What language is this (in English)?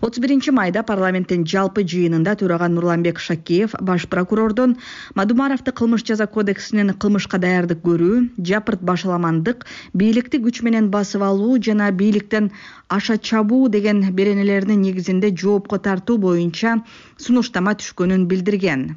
Kyrgyz